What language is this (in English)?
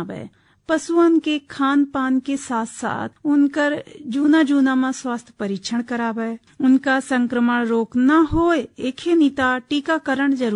Bhojpuri